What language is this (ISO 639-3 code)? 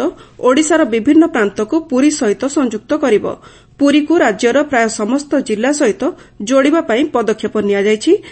ori